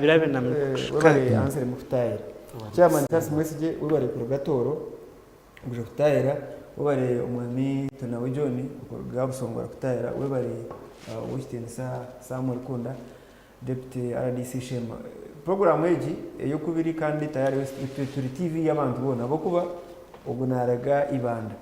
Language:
Nyankole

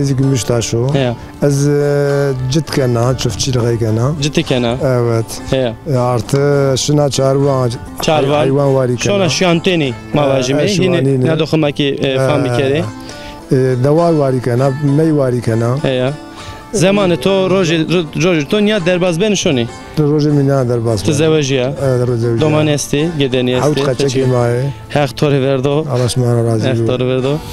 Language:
Zaza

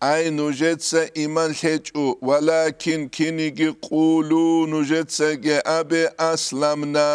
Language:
Avaric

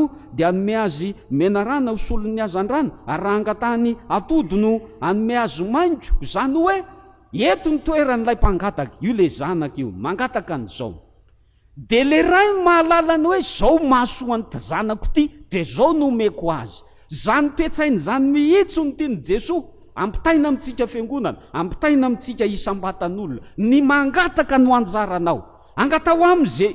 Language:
Malagasy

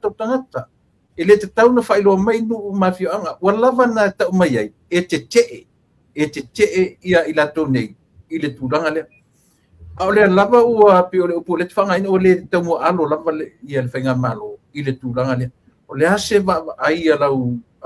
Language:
Samoan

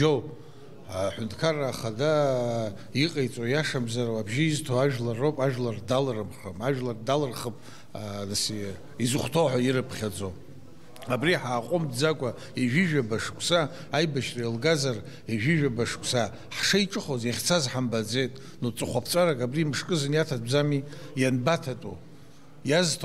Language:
Abkhazian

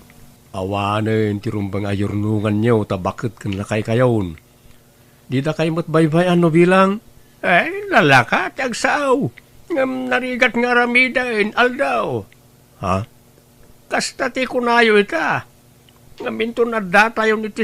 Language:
Iloko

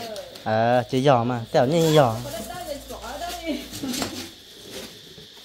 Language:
Vietnamese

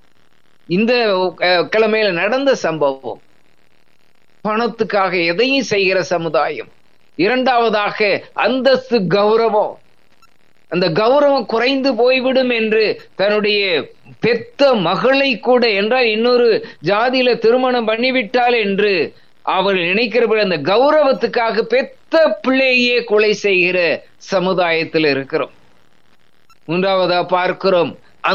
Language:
Tamil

